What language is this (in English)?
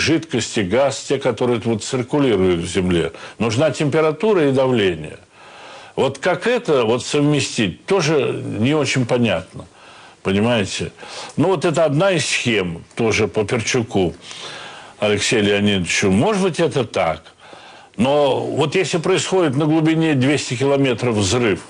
Russian